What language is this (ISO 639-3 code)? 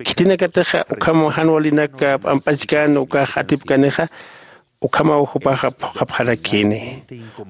aym